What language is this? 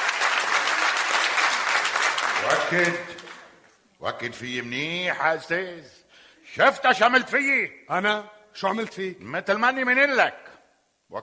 North Levantine Arabic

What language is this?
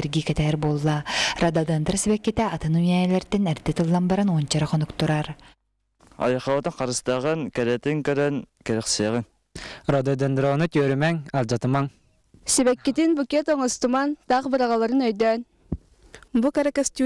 Yakut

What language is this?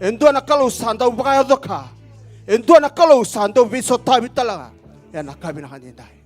Fijian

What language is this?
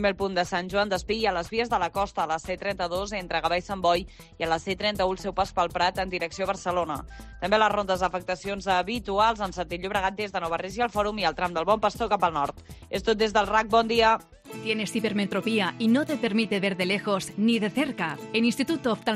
Catalan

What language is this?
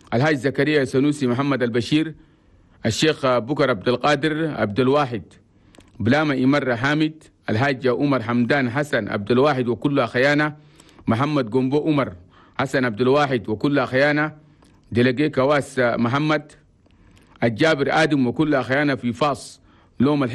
Chadian Arabic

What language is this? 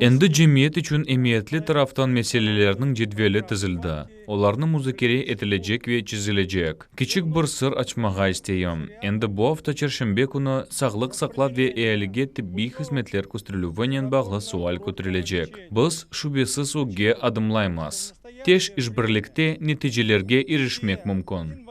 Crimean Tatar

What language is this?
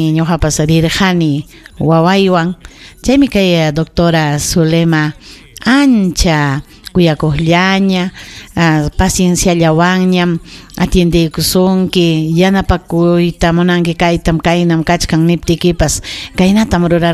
Ayacucho Quechua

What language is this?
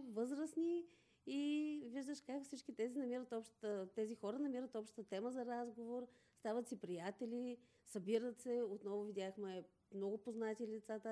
Bulgarian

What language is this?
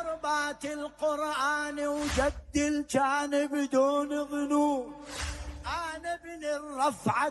Mesopotamian Arabic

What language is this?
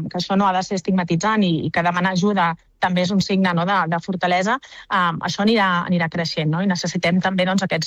Catalan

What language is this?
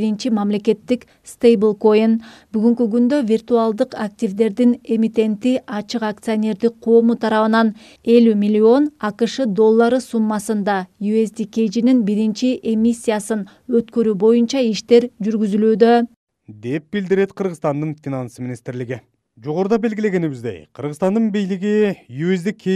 Kyrgyz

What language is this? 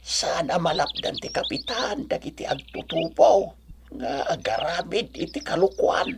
Iloko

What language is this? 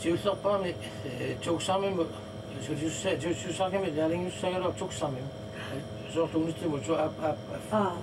Kalaallisut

